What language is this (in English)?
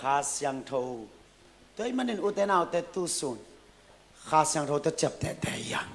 Tedim Chin